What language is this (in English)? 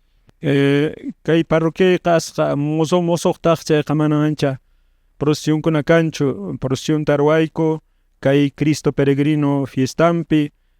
Quechua